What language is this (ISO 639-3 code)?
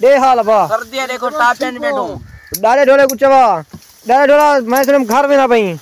skr